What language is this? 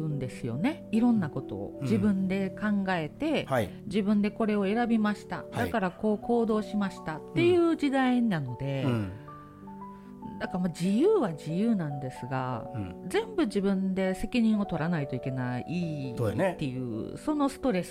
Japanese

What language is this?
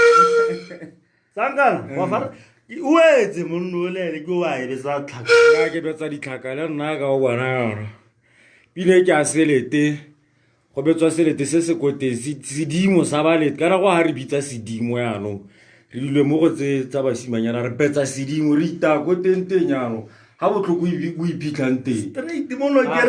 Tswana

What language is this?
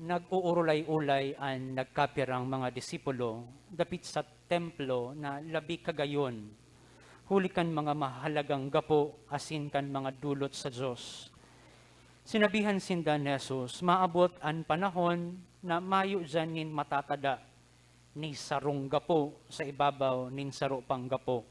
Bikol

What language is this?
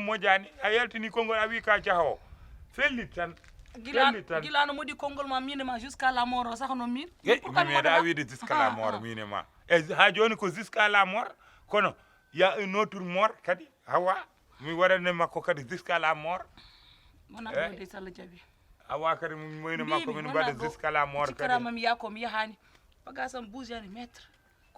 Fula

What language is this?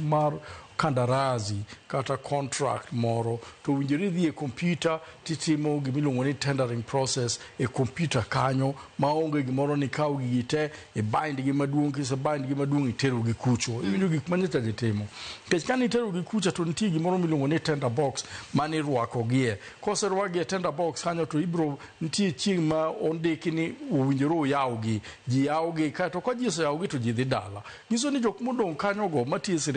Luo (Kenya and Tanzania)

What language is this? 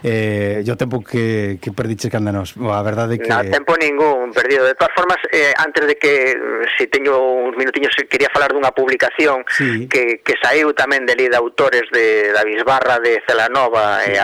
Galician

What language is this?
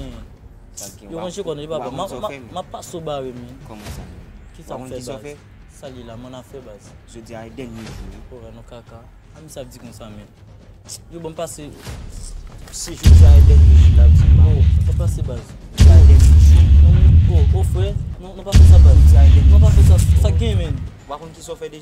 Haitian Creole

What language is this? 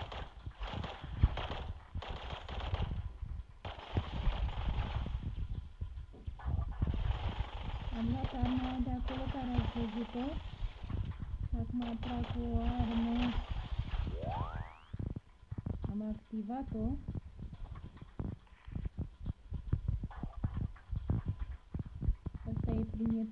Romanian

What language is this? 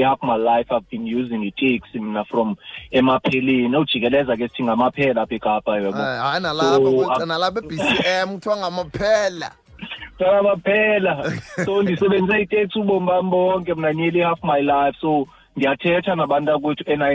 Xhosa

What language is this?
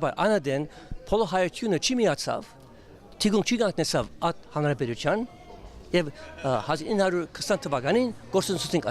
Western Armenian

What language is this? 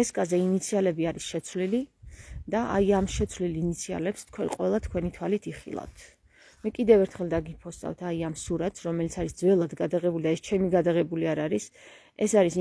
Georgian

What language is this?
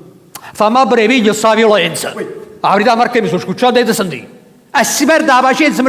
Neapolitan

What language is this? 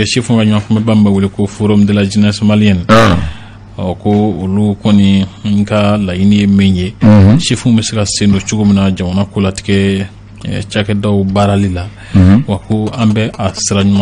Bambara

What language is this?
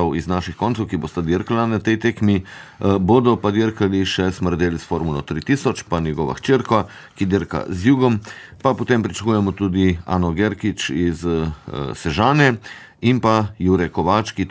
Slovenian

